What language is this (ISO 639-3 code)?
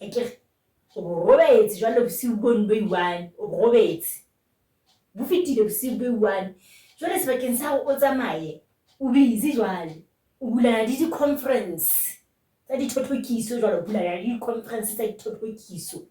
sot